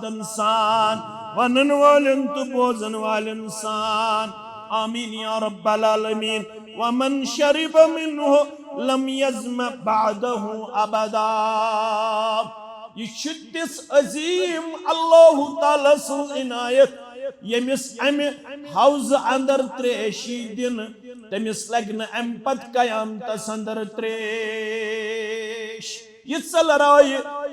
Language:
Kashmiri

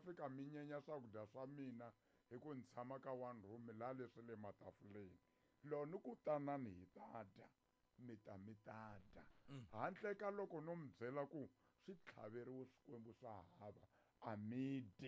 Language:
Tsonga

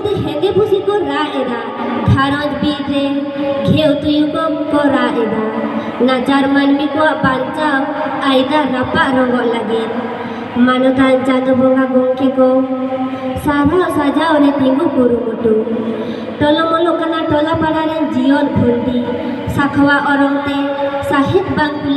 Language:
Santali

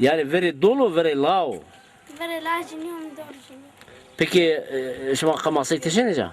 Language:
Zaza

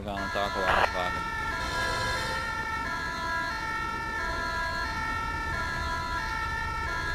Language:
Dutch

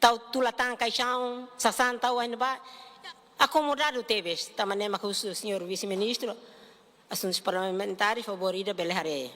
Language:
Tetum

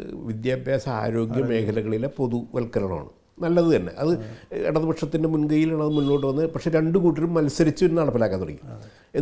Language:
Malayalam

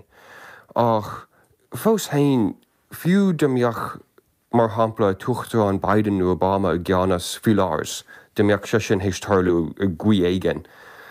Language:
Irish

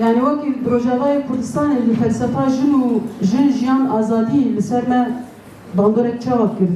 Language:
Kurdish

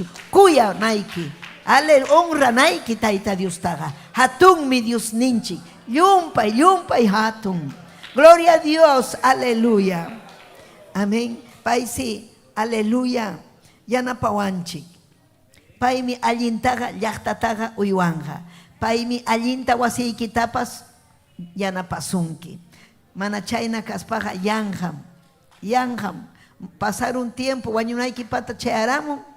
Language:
Ayacucho Quechua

